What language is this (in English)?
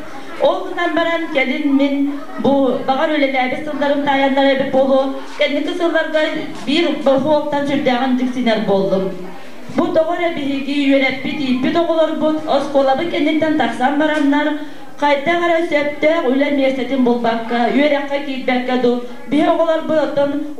Yakut